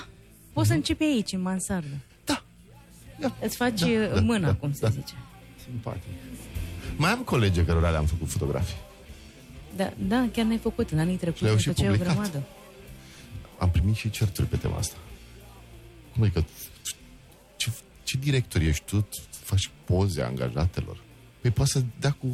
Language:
Romanian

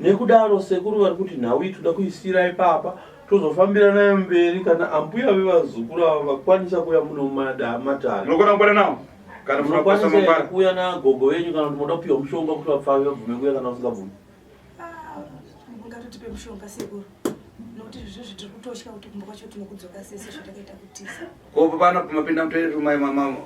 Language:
Shona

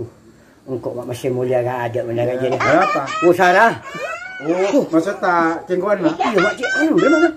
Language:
Madurese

